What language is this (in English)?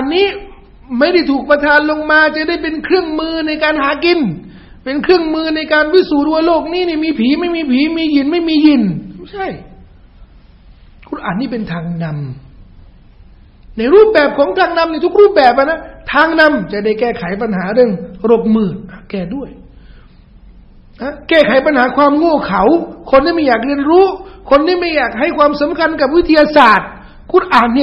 Thai